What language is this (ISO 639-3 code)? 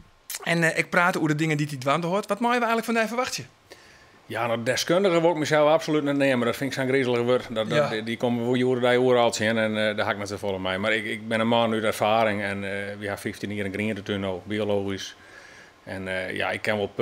fry